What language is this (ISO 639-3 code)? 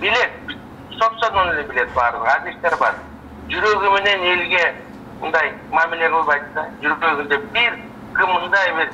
kir